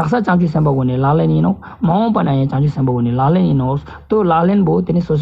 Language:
Ladakhi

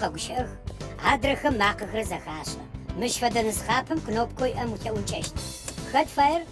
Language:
Adyghe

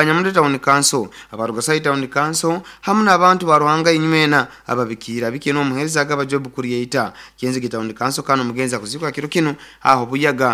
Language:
Nyoro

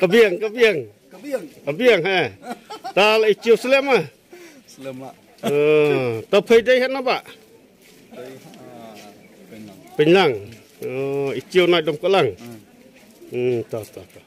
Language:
Khasi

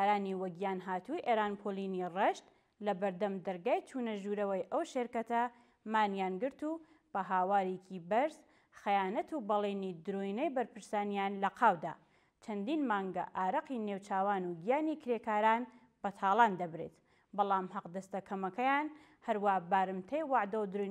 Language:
Central Kurdish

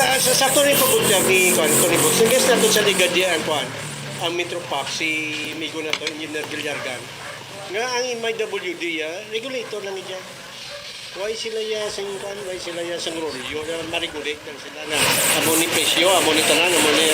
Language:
Hiligaynon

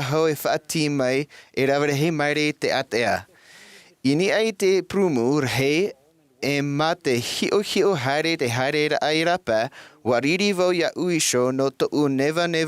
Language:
Tahitian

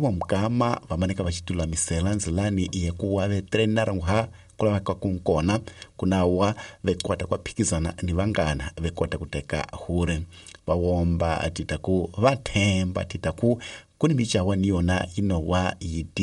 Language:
Tsonga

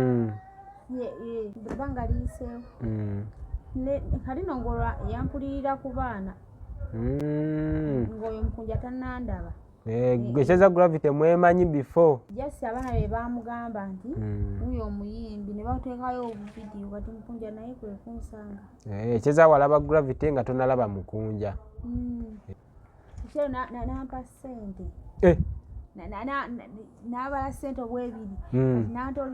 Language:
Ganda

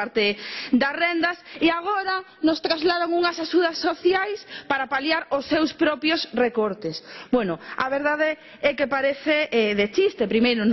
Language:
Galician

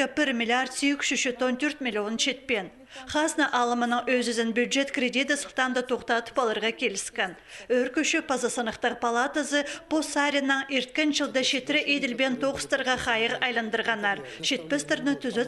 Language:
Khakas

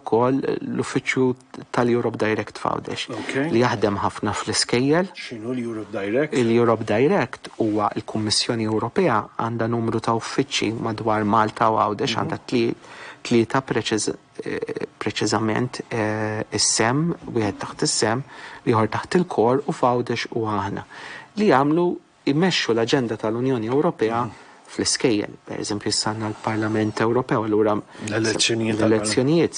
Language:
Maltese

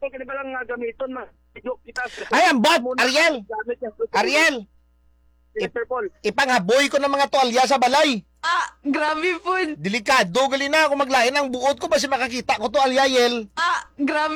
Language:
Hiligaynon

